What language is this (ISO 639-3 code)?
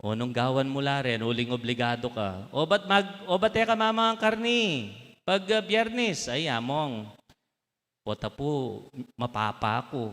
pam